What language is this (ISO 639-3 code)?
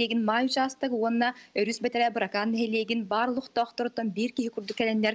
sah